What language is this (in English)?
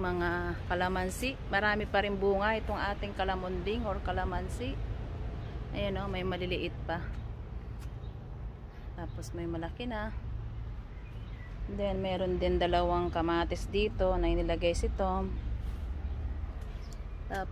Filipino